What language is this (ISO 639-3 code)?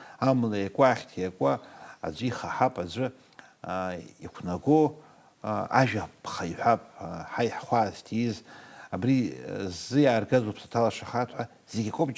abk